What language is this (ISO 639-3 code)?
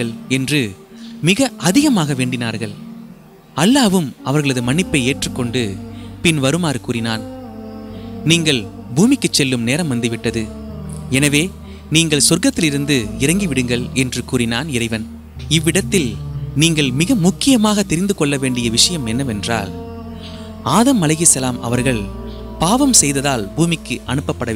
tam